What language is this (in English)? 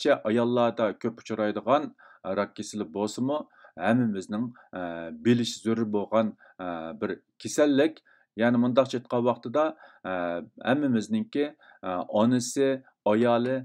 Uyghur